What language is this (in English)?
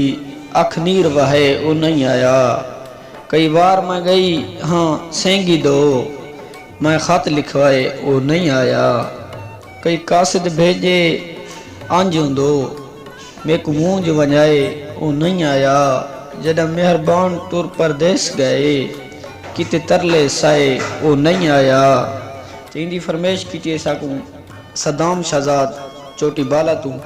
Saraiki